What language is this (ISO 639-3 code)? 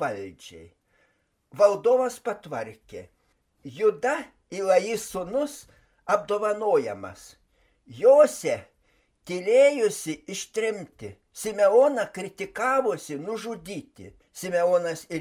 lit